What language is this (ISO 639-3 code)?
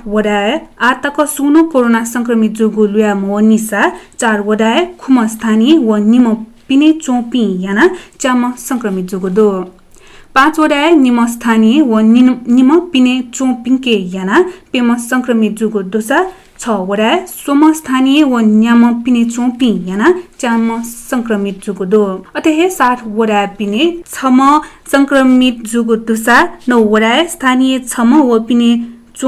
new